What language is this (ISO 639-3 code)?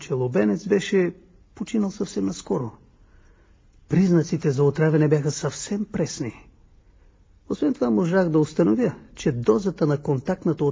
bul